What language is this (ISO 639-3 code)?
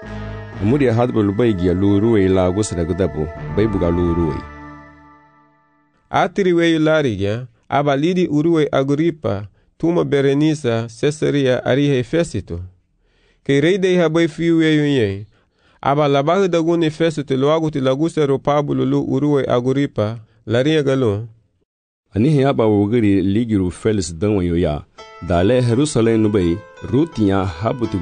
cab